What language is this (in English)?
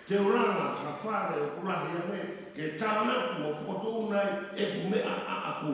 Tongan